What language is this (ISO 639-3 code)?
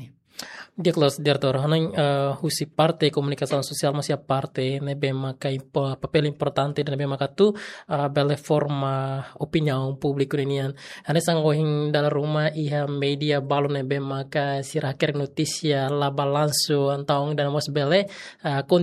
tet